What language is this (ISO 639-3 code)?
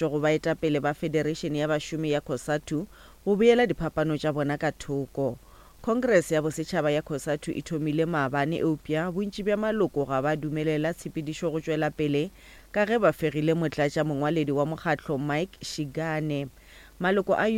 nso